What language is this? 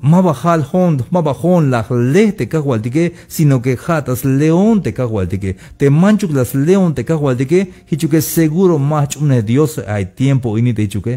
Tzeltal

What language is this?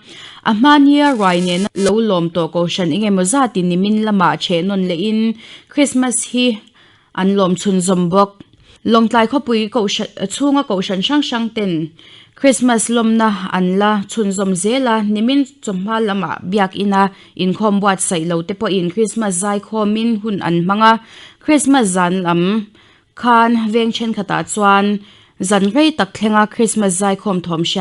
Mizo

